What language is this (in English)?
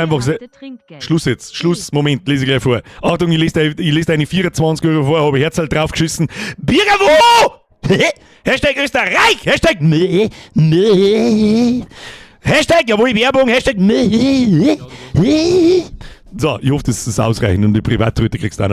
Bavarian